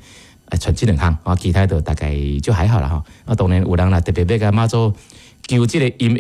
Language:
Min Nan Chinese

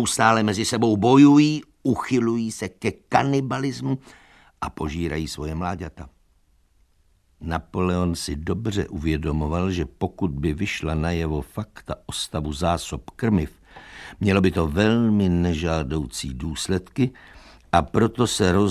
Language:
Czech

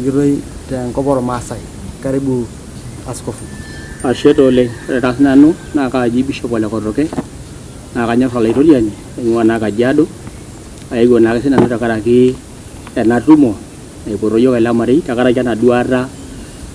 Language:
Masai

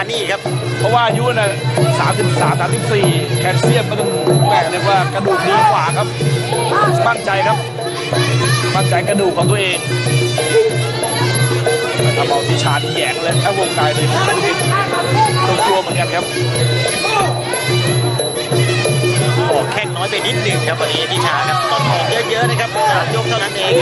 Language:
Thai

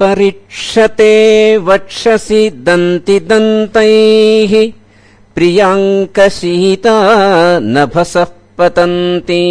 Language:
Sanskrit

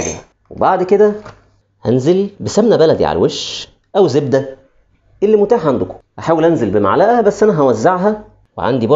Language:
Egyptian Arabic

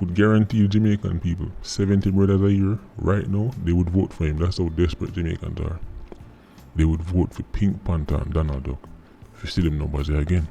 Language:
Jamaican Creole English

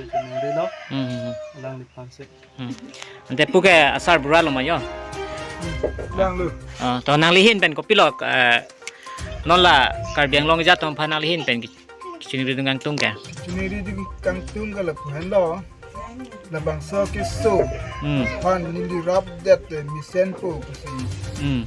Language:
Karbi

